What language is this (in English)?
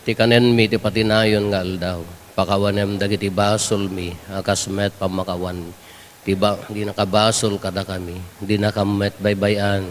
Iloko